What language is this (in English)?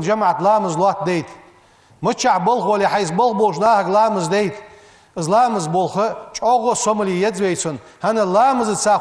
Ingush